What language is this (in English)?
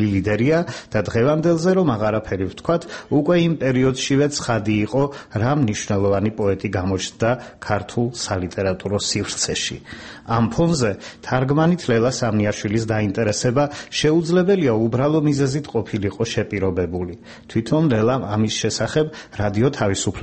Georgian